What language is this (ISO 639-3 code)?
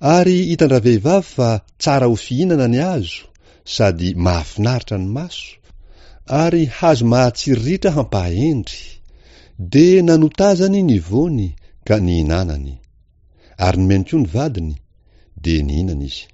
mlg